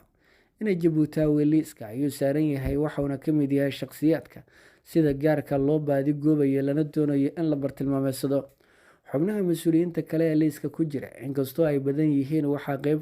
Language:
Somali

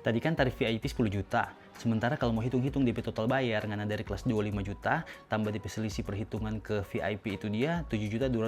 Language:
Manado Malay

